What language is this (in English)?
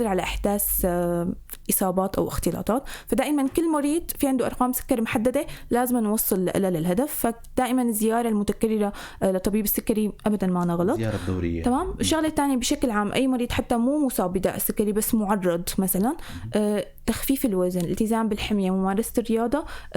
North Levantine Arabic